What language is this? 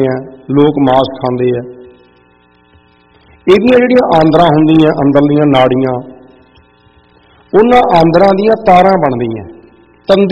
Punjabi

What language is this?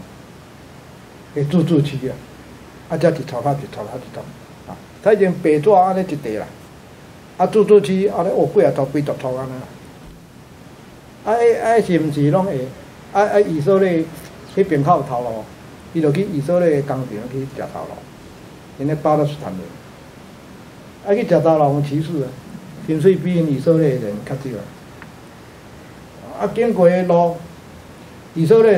Min Nan Chinese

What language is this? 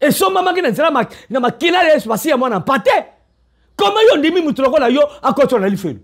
Lingala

